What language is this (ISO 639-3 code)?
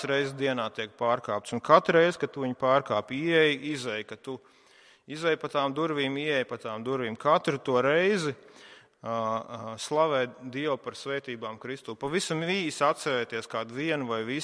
lav